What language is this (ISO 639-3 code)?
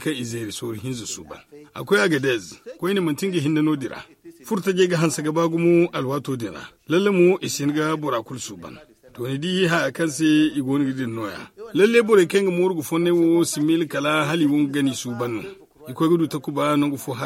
dje